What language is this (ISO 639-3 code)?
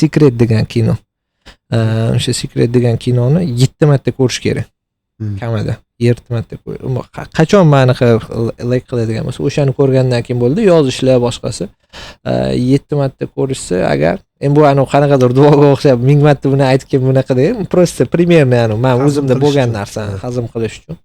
uzb